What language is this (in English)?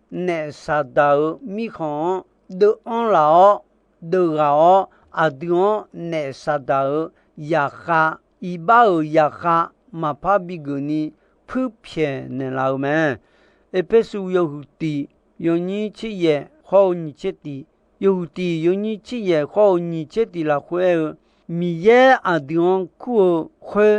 Akha